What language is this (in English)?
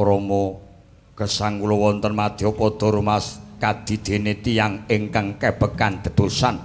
Javanese